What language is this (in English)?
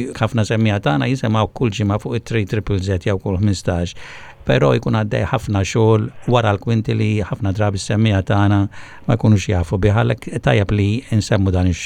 Maltese